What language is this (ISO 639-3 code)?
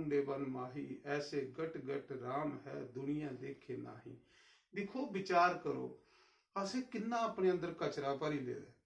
doi